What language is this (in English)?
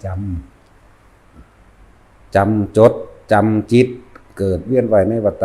Northeastern Thai